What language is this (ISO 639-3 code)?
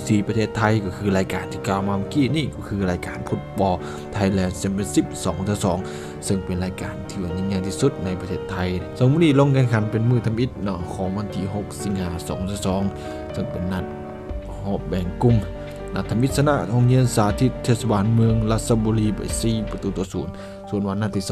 lao